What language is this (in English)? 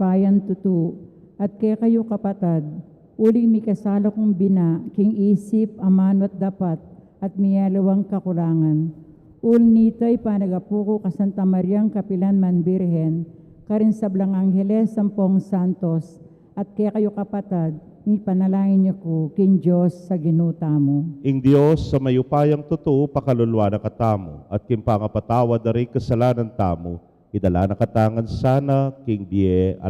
Pampanga